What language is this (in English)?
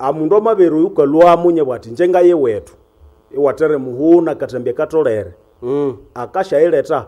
Nande